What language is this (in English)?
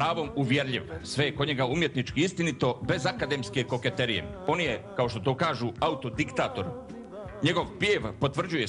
Bosnian